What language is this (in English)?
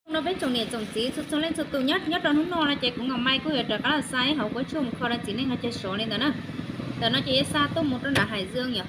Hmong